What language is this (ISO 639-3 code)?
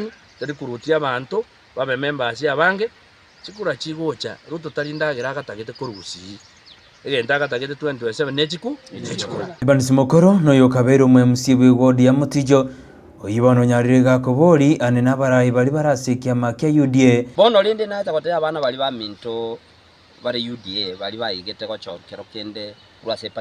guz